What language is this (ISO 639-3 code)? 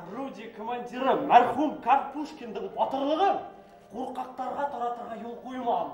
bak